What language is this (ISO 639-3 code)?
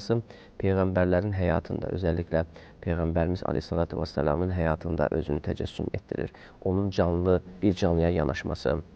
aze